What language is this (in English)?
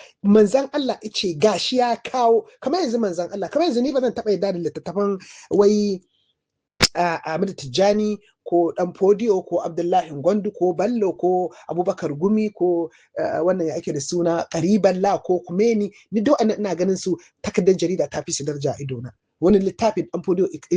Hausa